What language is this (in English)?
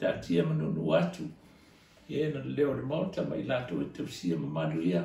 Samoan